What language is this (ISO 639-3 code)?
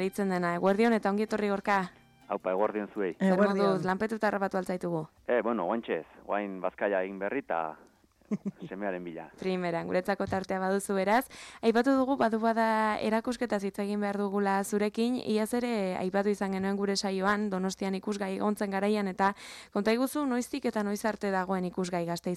eus